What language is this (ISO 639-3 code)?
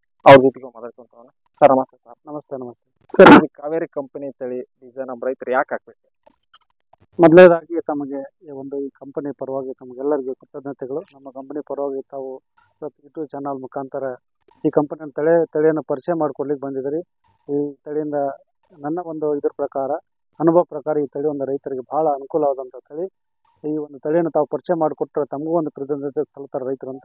kan